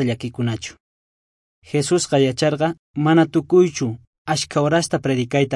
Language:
South Bolivian Quechua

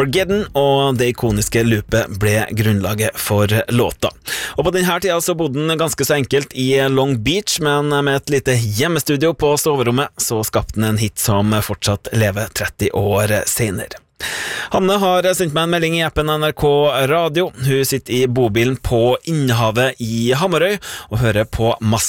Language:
Norwegian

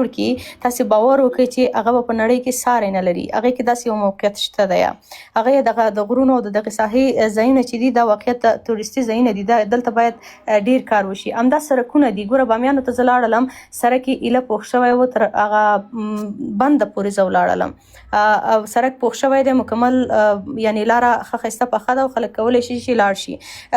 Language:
Pashto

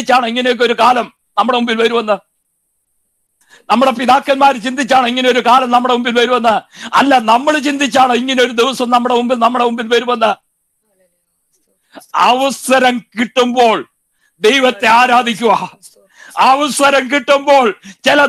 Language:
Malayalam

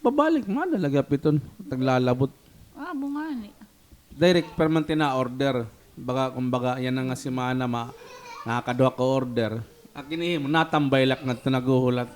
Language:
Waray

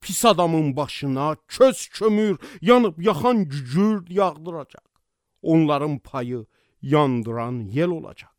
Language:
Azerbaijani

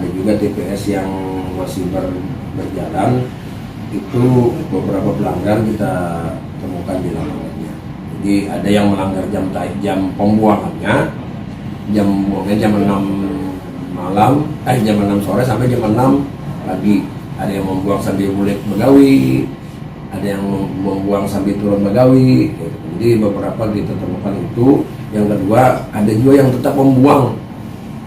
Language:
Banjar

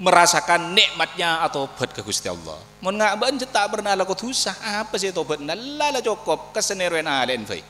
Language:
Madurese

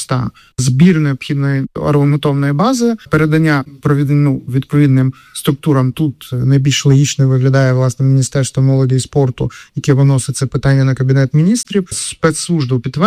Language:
Ukrainian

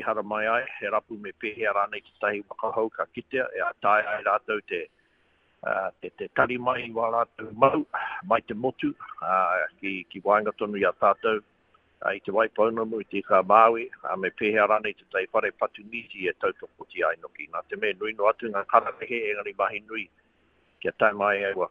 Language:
Māori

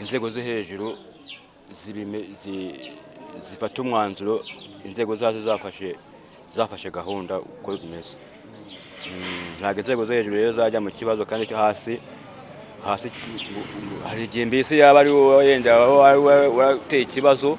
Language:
Kinyarwanda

